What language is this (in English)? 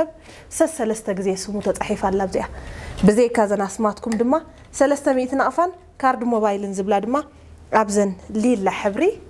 Tigrinya